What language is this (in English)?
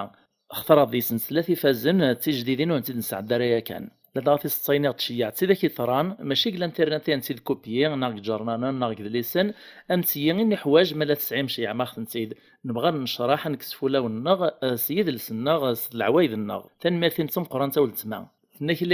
Kabyle